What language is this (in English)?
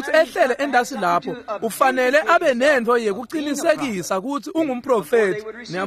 Swati